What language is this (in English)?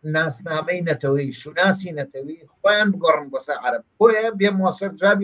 Central Kurdish